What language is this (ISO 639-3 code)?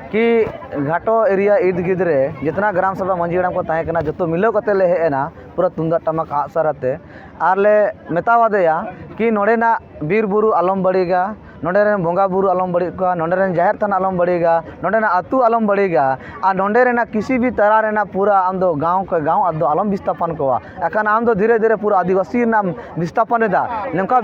sat